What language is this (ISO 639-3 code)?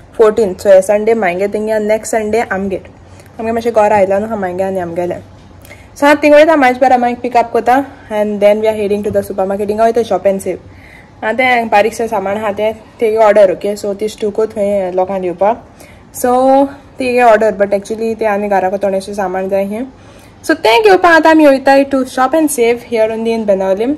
kok